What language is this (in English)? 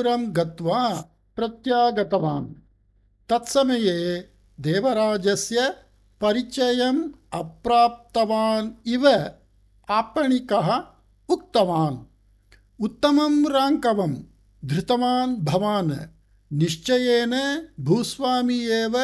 Sanskrit